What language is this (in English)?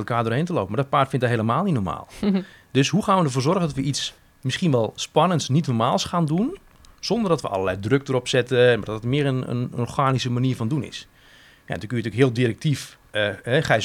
Dutch